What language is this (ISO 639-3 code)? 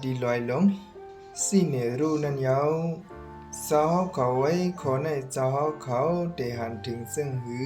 shn